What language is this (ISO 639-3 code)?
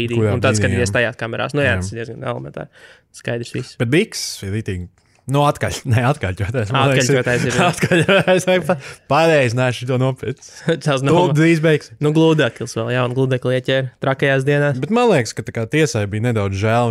lav